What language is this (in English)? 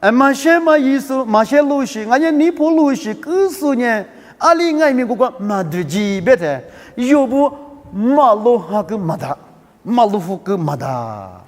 Lisu